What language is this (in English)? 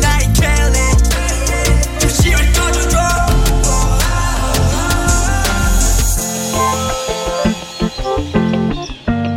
Hebrew